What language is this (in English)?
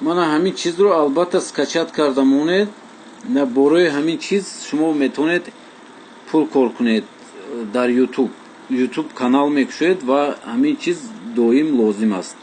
Tajik